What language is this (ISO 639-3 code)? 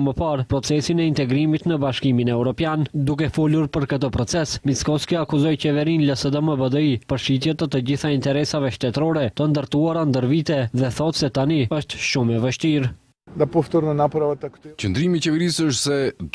sqi